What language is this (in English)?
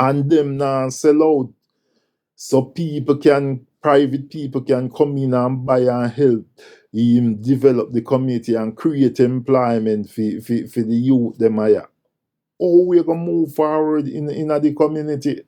Jamaican Creole English